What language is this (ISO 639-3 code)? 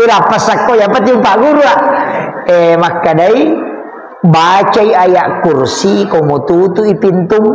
bug